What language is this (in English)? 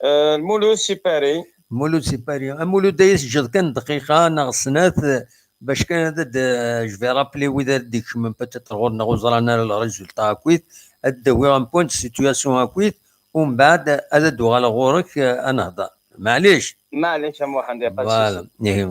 Kabyle